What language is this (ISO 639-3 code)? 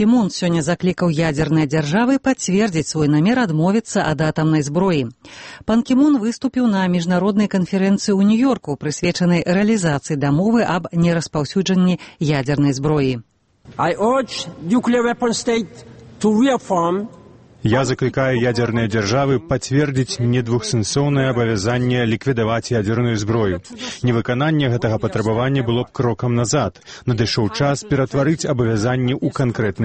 bel